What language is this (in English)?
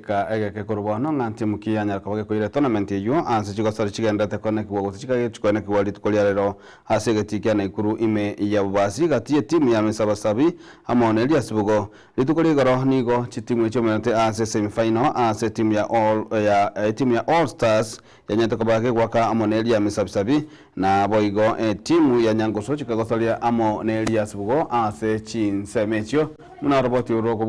Gusii